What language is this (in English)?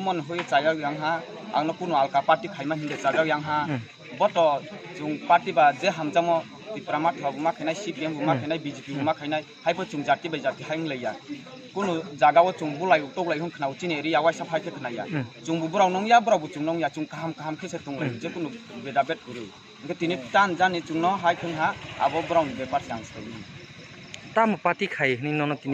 Kok Borok